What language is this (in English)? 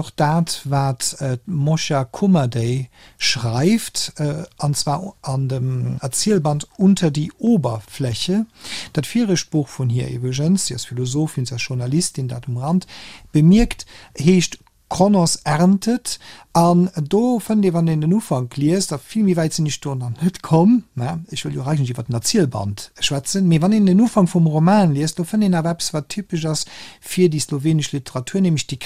Luxembourgish